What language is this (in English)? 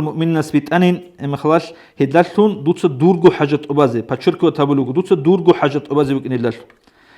Avaric